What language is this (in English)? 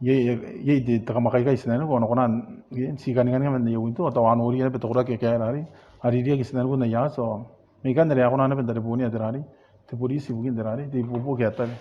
Gilbertese